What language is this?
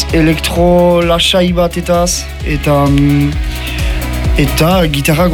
Basque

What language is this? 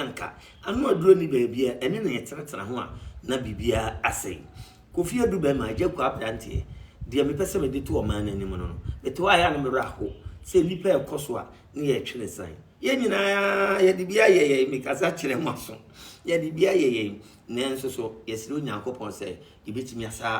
Akan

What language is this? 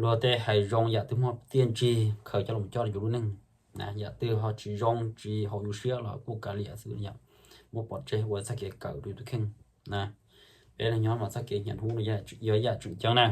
Hmong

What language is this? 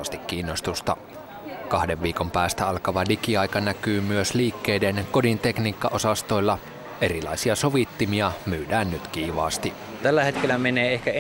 Finnish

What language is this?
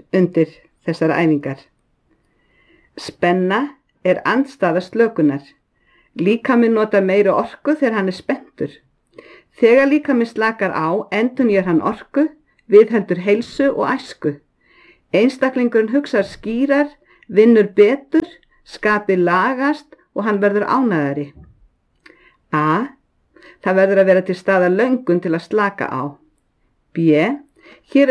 Icelandic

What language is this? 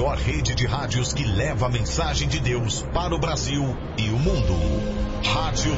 Portuguese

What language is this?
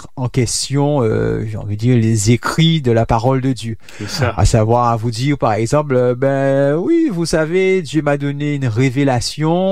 French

